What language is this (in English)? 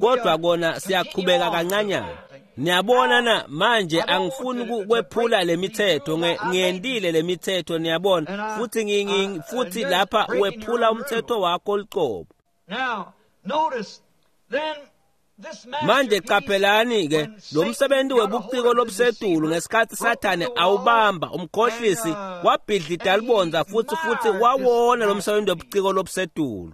Swati